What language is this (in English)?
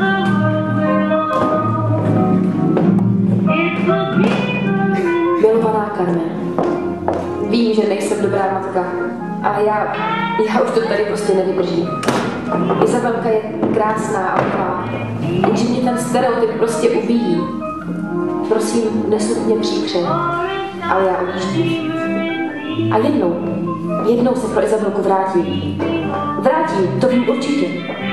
Czech